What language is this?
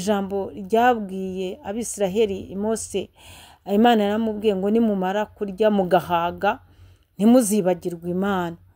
Kinyarwanda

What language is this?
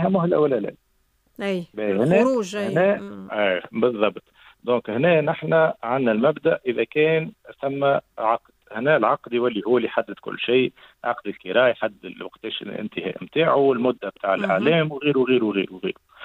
Tunisian Arabic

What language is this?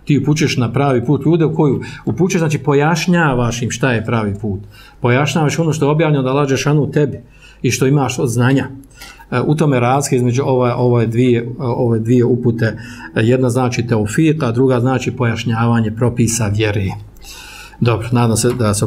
Bosnian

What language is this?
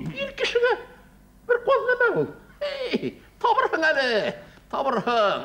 Bashkir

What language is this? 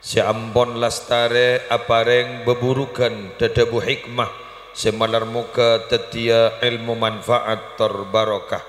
Madurese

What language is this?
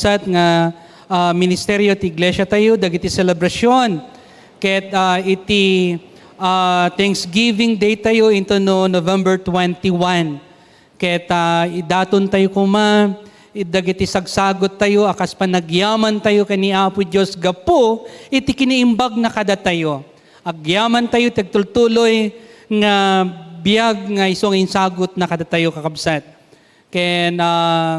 Iloko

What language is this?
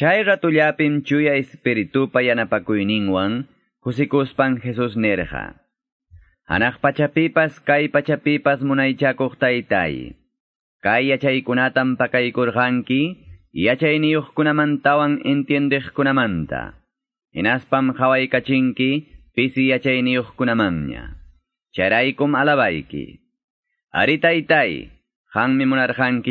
Quechua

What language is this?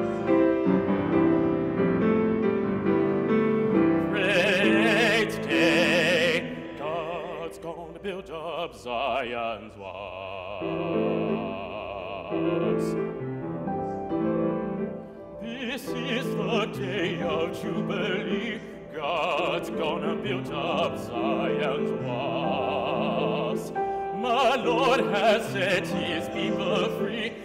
English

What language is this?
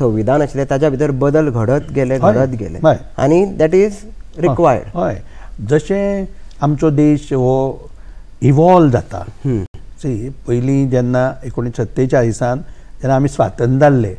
Konkani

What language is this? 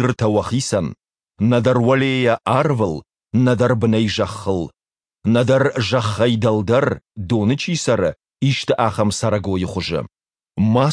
Ossetic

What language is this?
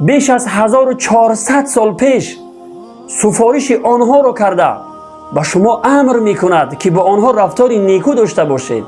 Tajik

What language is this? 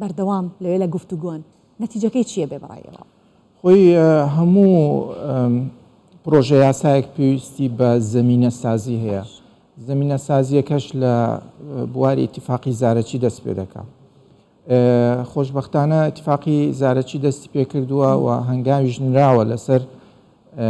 Central Kurdish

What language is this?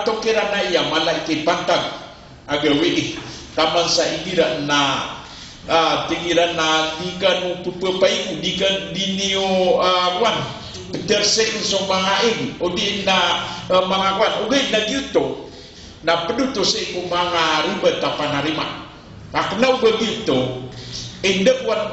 Maranao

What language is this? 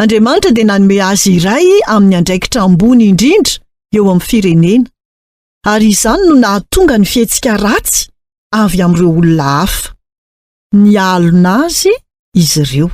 Malagasy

